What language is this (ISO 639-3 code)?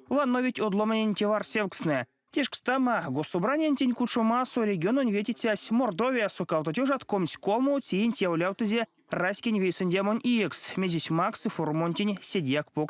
myv